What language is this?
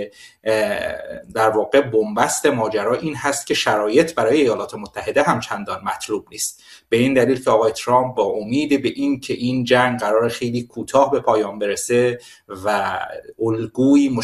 Persian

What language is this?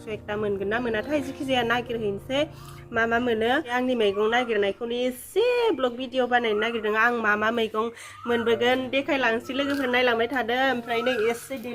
Bodo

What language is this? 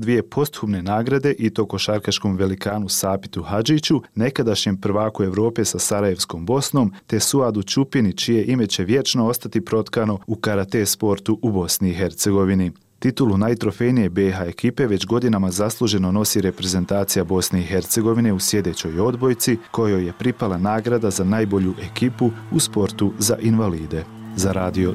Bosnian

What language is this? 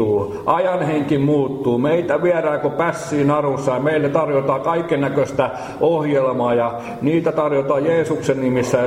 Finnish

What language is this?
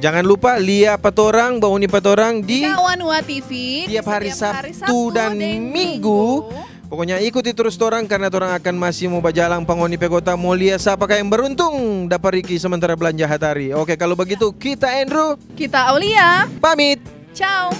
Manado Malay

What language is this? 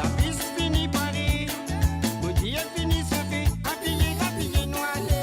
Morisyen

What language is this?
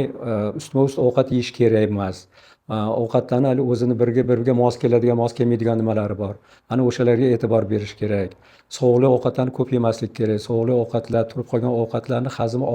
Uzbek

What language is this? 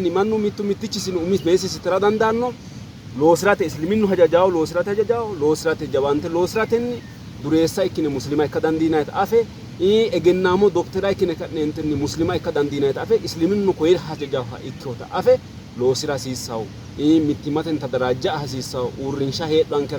Sidamo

